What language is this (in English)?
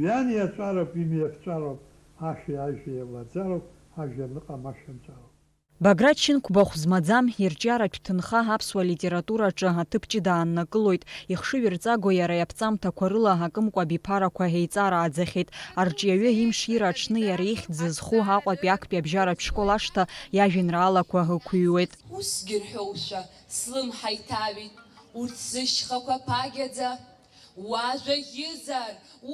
Abkhazian